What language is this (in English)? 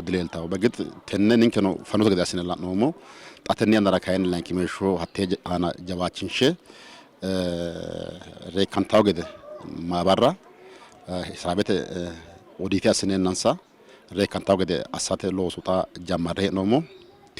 Sidamo